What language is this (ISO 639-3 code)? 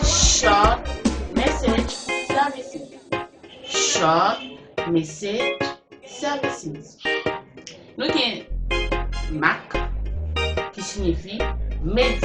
hat